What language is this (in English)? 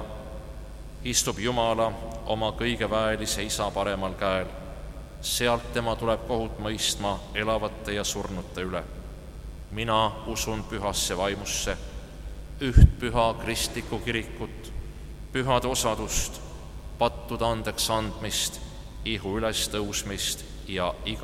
Estonian